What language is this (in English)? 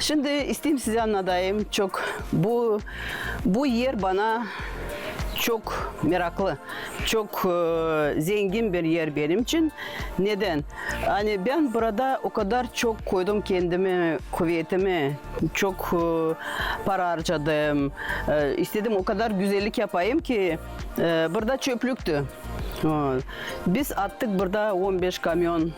Gagauz